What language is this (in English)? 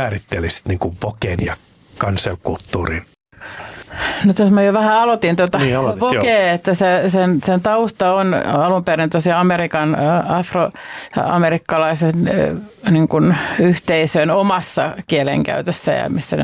Finnish